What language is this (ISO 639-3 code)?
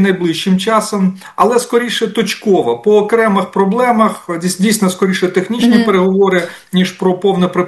ukr